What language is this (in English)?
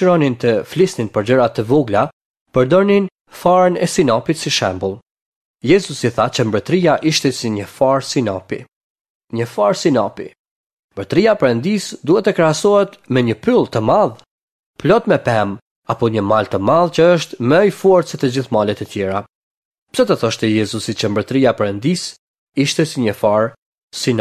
Albanian